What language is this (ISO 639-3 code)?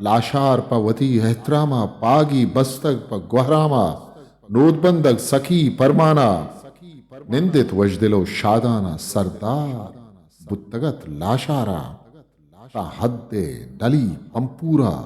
bgp